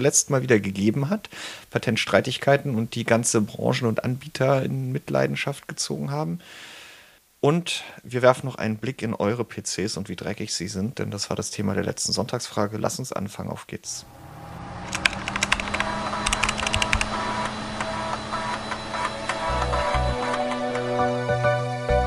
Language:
German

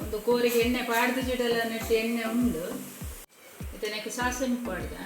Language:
Tulu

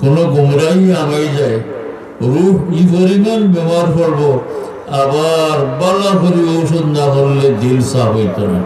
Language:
Sylheti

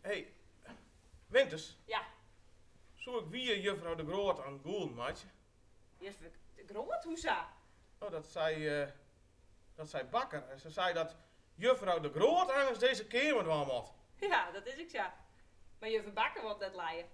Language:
Western Frisian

